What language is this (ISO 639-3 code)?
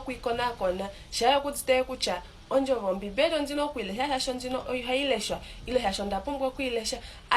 kua